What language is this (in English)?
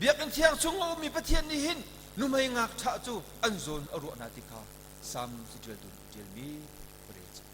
Hakha Chin